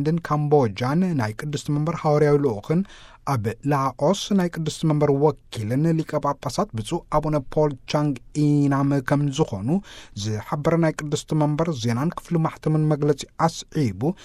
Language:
Tigrinya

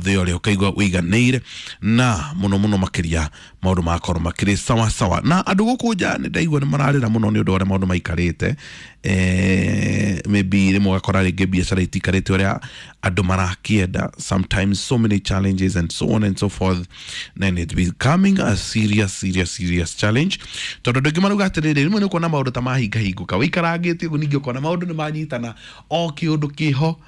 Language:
Kikuyu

